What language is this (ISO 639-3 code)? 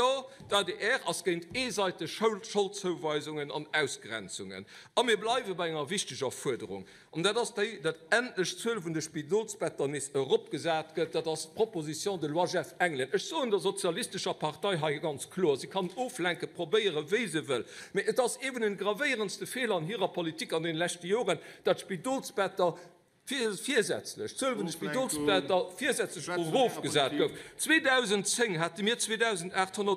ltz